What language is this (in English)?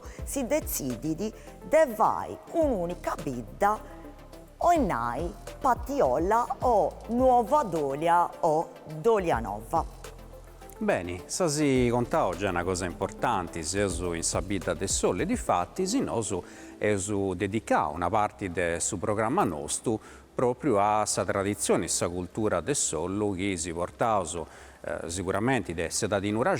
Sardinian